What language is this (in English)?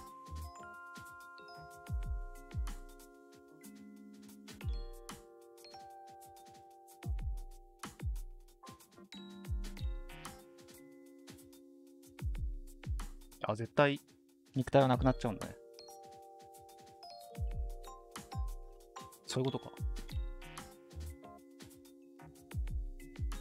Japanese